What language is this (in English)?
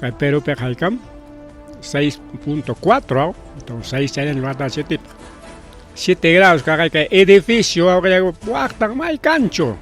Ayacucho Quechua